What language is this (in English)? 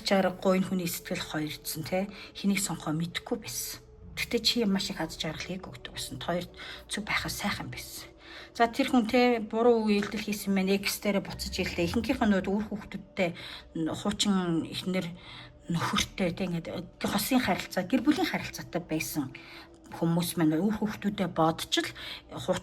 Mongolian